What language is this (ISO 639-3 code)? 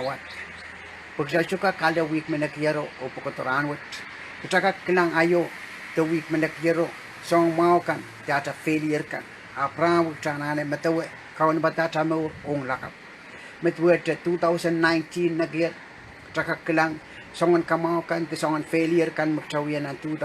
pon